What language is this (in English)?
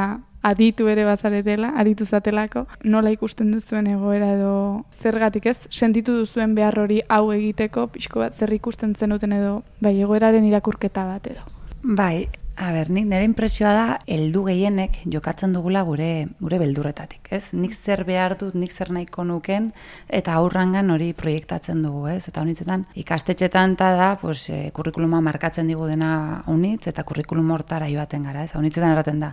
Basque